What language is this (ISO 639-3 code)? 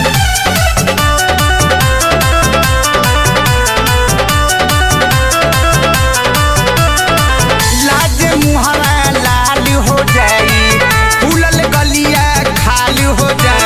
bho